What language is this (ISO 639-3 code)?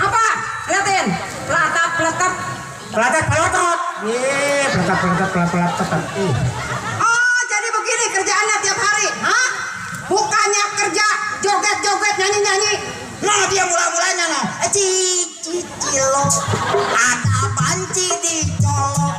bew